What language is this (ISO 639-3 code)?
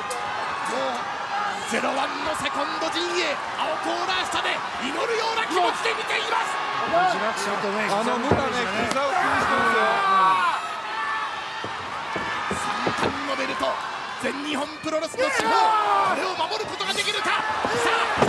jpn